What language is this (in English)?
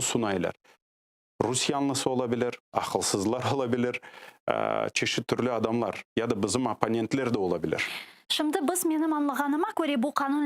Crimean Tatar